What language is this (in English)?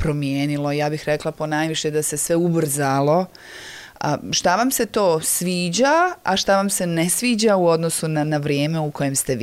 Serbian